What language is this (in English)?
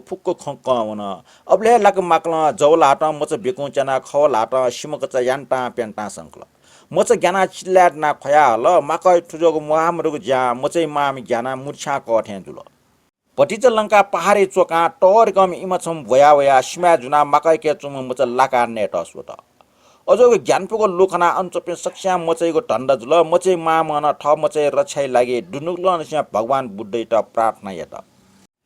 Newari